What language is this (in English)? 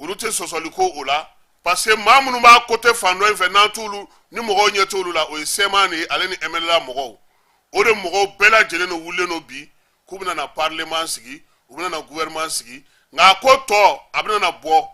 Bambara